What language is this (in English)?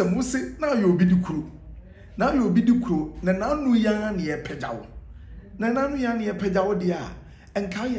Akan